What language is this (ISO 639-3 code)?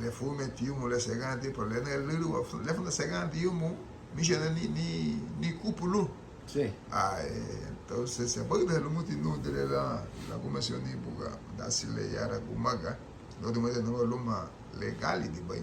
cab